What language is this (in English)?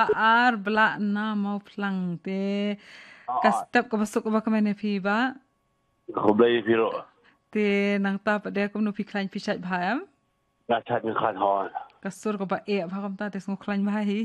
Khasi